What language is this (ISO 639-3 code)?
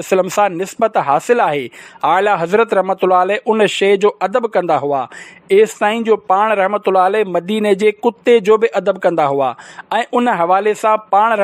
snd